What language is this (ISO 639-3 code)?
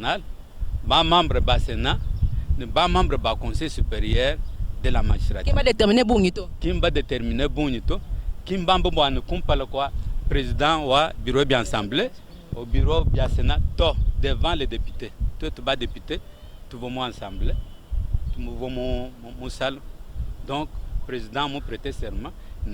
lua